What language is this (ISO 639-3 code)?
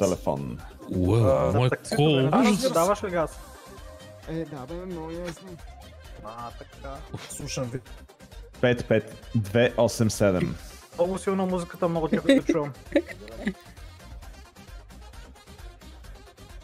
bul